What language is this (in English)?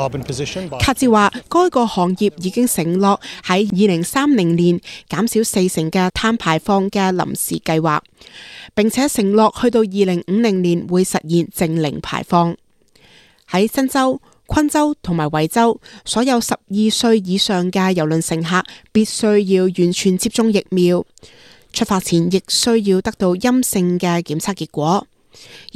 Cantonese